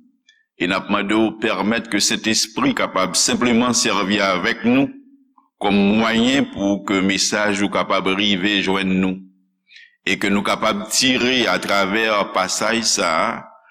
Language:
Haitian Creole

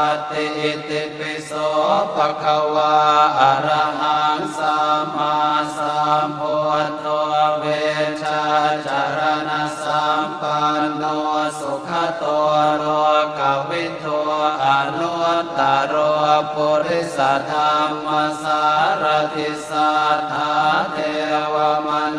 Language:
Pali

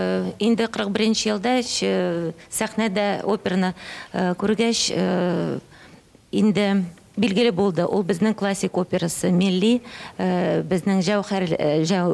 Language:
Tatar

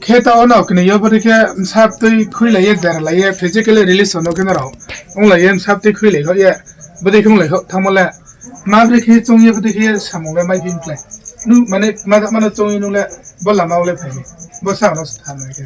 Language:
Riang (India)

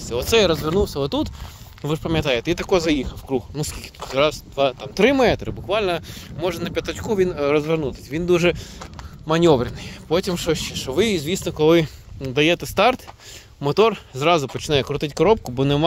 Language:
Ukrainian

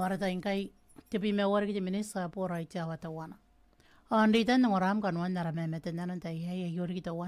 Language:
Gilbertese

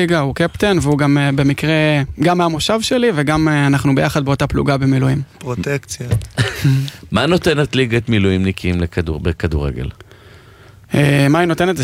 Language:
Hebrew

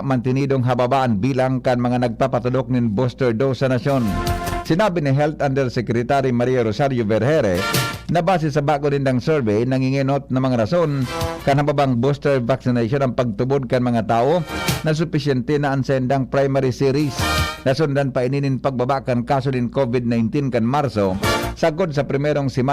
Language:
Bikol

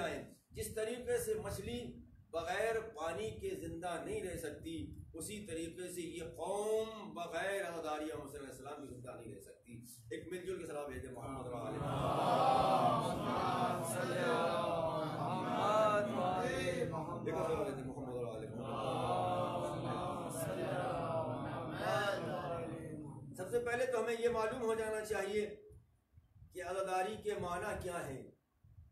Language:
Urdu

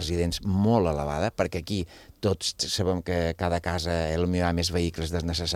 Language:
Catalan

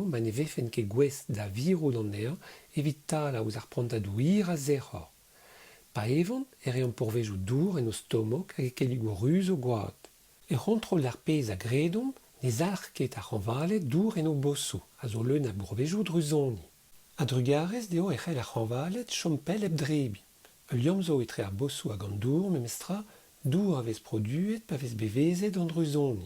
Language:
Breton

